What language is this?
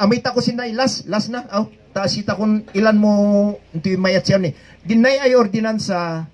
Kankanaey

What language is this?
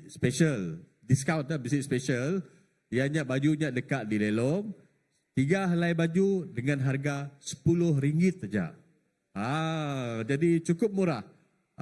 Iban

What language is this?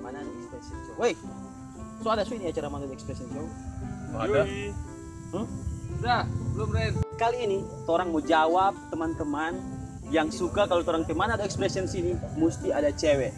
Manado Malay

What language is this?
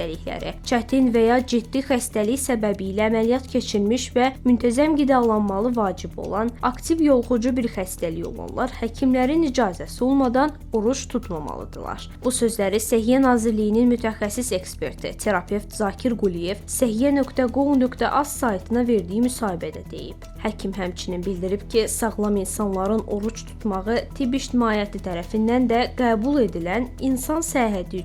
Azerbaijani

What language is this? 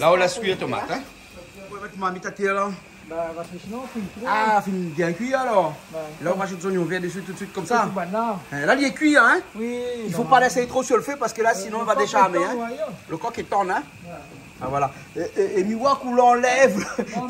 Réunion Creole French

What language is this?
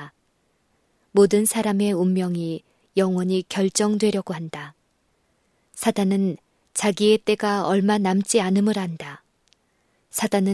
Korean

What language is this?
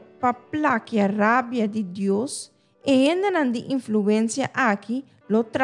Papiamento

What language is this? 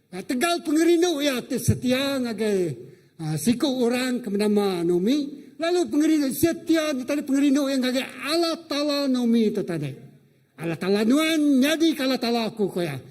Iban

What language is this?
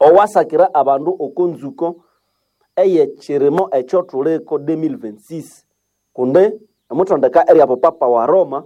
Nande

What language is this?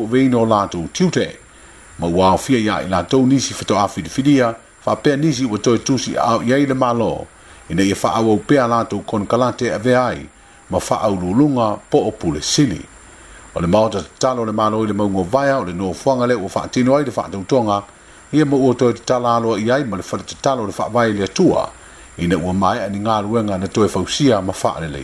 Samoan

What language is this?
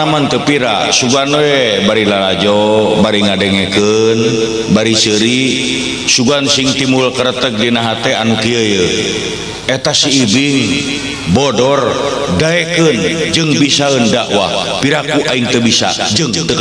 Sundanese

